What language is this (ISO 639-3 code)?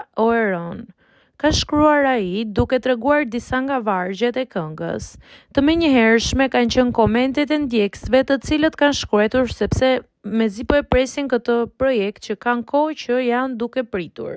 sqi